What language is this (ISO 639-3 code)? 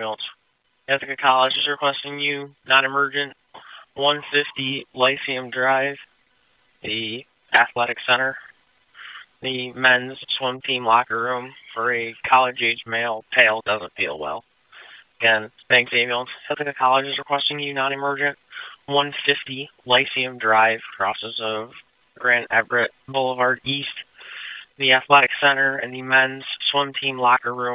eng